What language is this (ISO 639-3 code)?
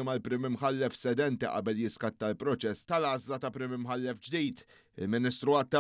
mlt